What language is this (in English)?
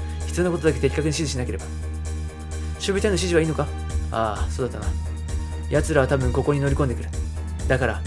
Japanese